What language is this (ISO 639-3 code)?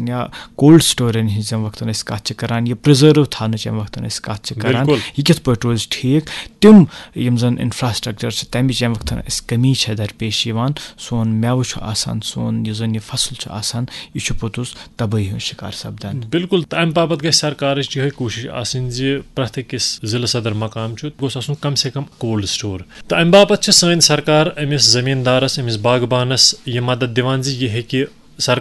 kas